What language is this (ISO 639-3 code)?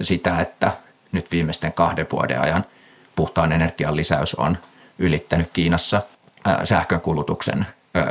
fin